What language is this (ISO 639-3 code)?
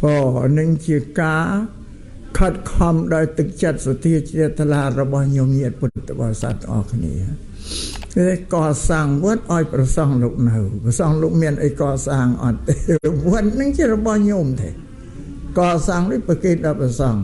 khm